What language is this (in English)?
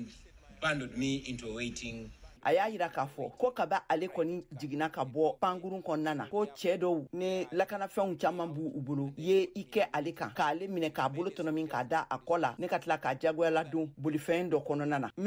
Bambara